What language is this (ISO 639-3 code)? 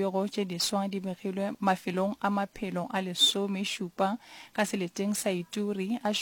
nso